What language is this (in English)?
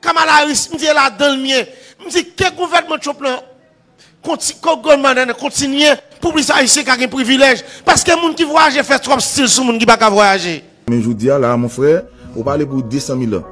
Haitian Creole